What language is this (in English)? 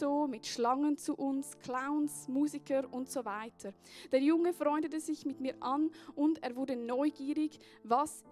Swiss German